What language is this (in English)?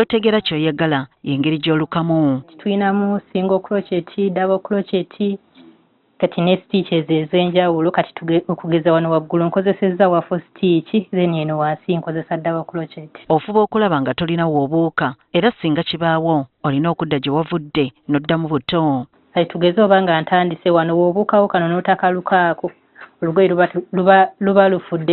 Ganda